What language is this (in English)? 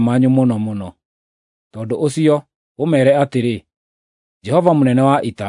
Kikuyu